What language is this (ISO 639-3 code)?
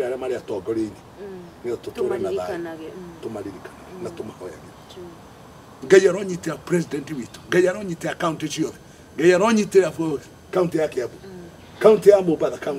kik